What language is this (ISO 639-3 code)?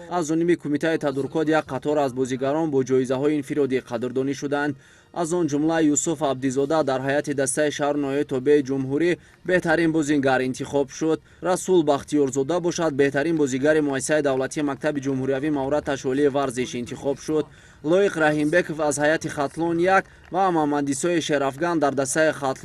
tgk